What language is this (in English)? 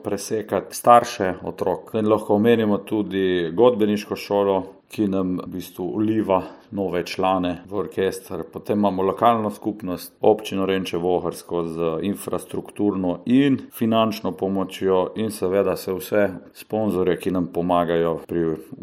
Slovenian